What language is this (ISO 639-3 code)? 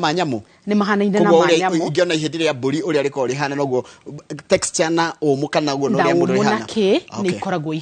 kik